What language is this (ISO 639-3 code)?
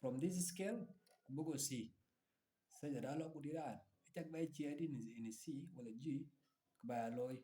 din